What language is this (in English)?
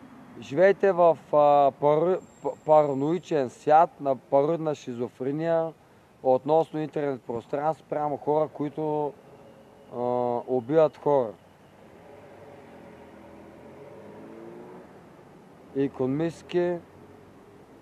Bulgarian